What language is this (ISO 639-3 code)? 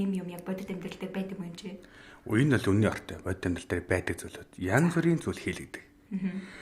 mon